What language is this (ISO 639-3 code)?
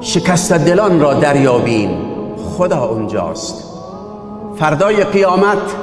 fas